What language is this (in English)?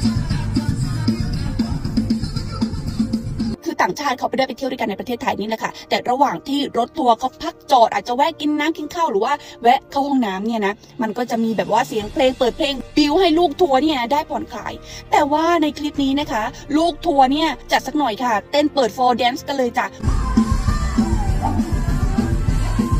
Thai